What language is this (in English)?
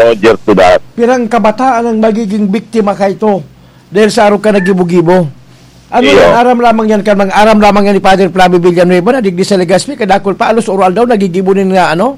Bikol